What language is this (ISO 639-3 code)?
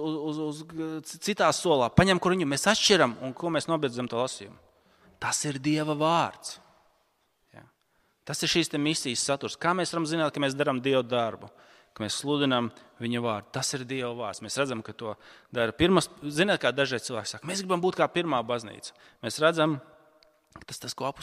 lav